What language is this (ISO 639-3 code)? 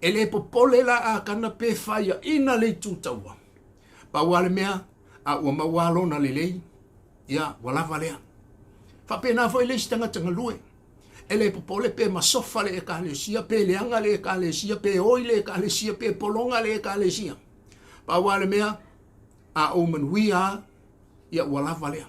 smo